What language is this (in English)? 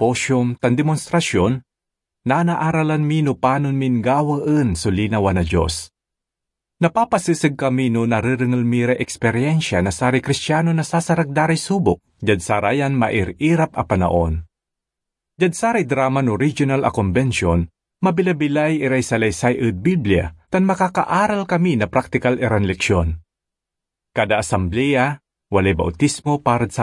Pangasinan